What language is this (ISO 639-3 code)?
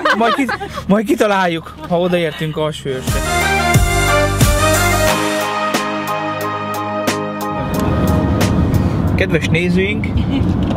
hun